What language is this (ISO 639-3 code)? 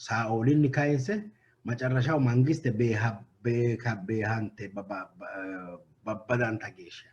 sid